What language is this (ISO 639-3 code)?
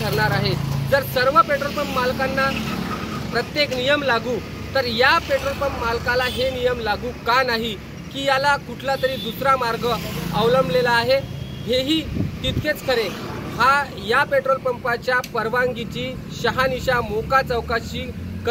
mar